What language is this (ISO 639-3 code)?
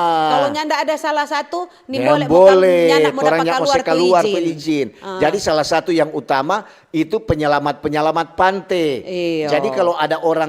xmm